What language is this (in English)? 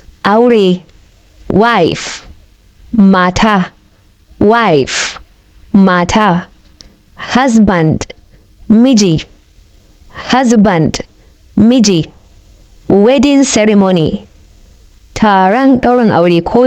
Hausa